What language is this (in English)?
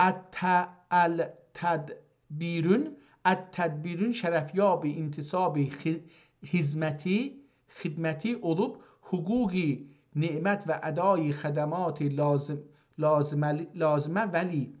South Azerbaijani